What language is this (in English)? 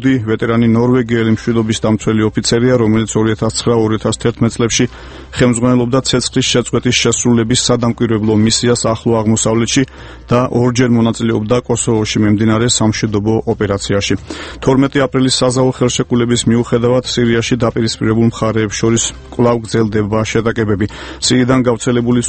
Georgian